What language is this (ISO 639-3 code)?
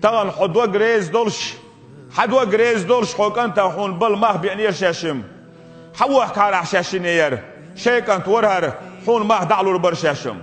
che